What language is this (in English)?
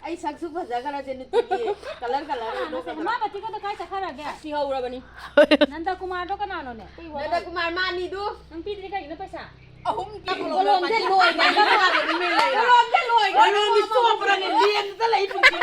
Manipuri